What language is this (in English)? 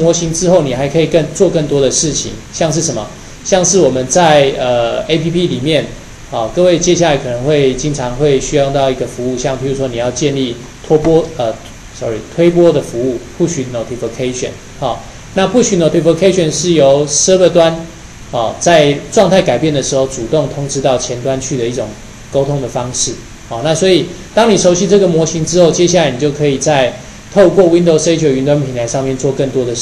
Chinese